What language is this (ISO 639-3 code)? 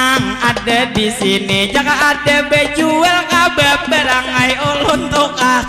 bjn